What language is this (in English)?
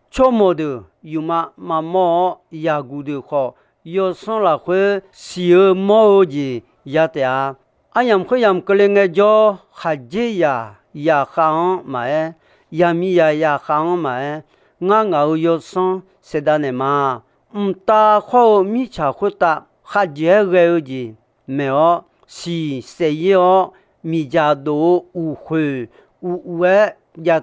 Akha